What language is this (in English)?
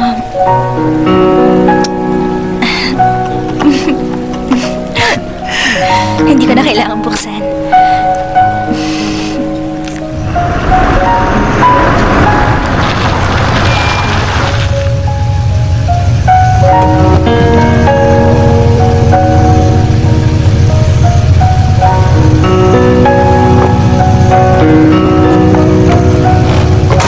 Filipino